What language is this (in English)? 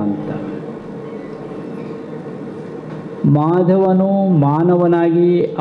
Kannada